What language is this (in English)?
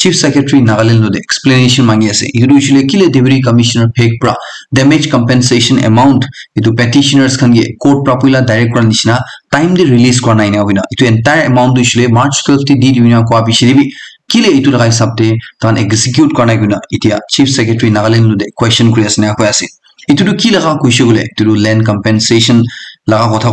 Naga Pidgin